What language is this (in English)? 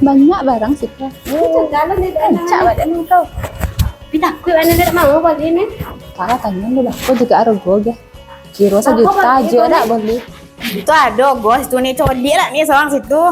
Minangkabau